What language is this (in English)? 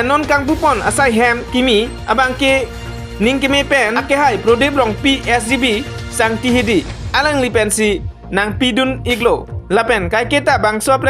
Karbi